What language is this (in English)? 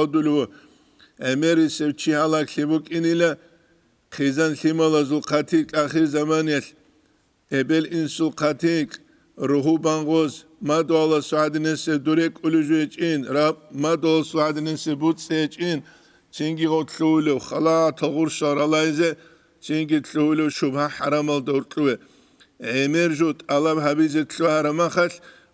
Avaric